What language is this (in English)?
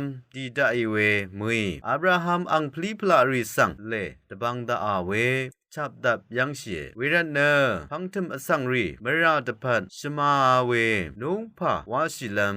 Rawang